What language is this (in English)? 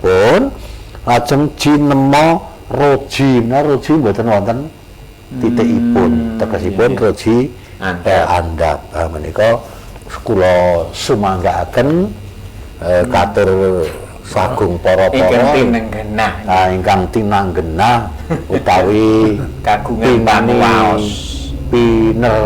Javanese